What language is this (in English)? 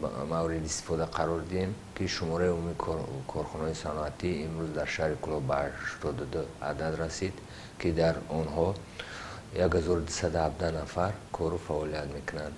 Tajik